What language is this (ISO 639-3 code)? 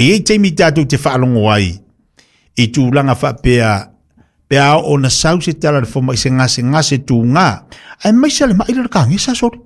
smo